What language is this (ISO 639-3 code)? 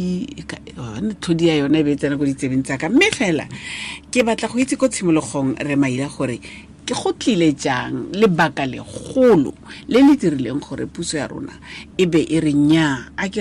tsn